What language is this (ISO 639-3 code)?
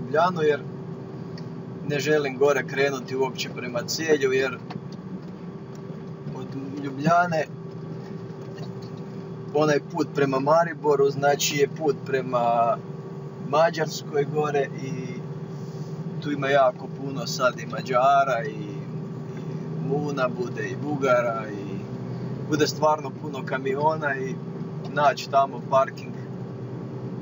hrv